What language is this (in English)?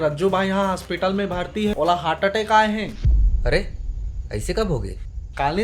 Chhattisgarhi